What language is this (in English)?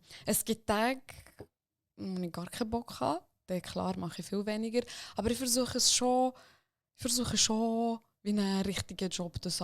Swiss German